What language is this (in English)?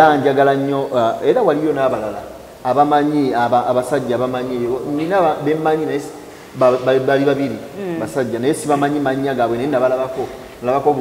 Ganda